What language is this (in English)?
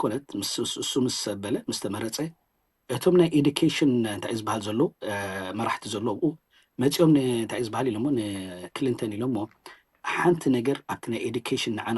Tigrinya